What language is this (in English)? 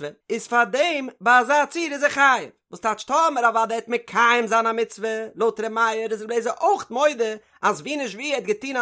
Yiddish